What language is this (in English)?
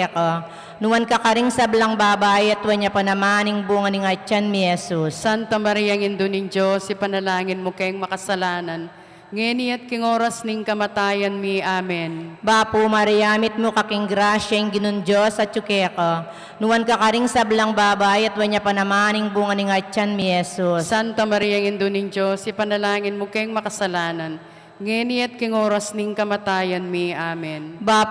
Pampanga